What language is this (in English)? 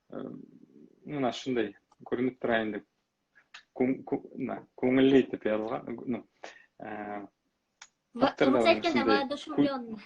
Bashkir